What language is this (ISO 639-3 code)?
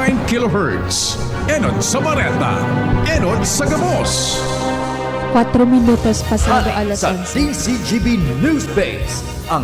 bik